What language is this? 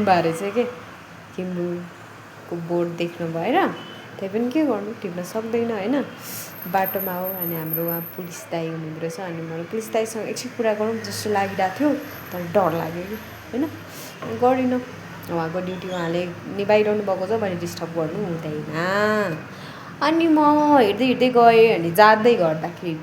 Nepali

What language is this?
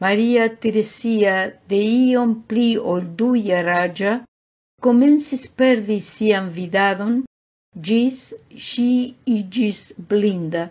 Esperanto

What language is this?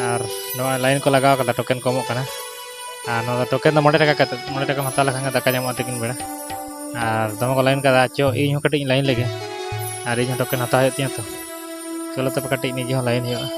Santali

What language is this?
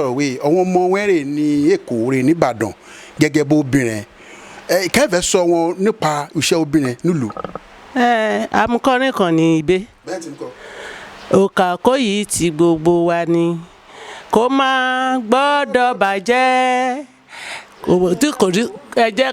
Yoruba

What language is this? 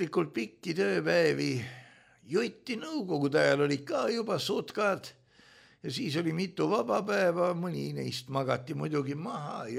Estonian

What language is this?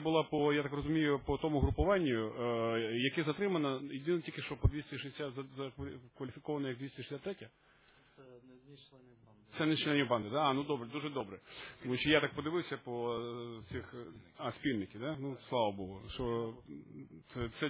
Ukrainian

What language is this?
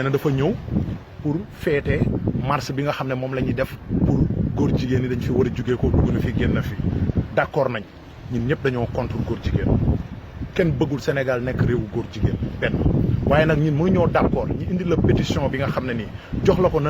Wolof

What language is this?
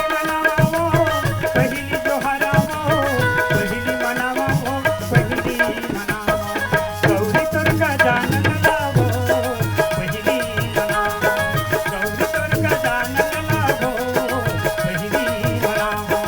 Chhattisgarhi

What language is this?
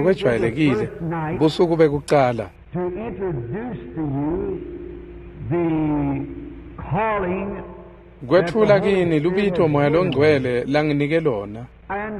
Swati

